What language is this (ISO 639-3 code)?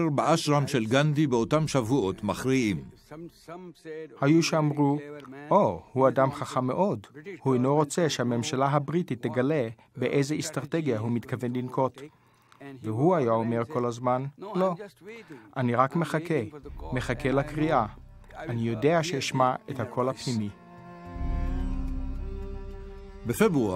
heb